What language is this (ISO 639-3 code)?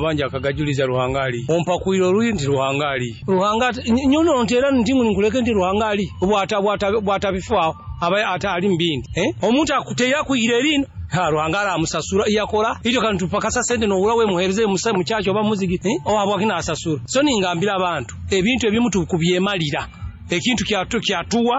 nyo